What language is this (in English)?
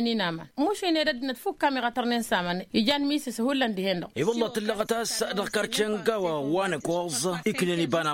Tamasheq